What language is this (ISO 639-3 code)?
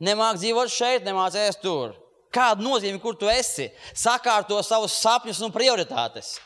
lav